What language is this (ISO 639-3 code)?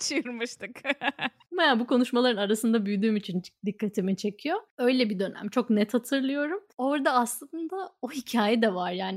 tur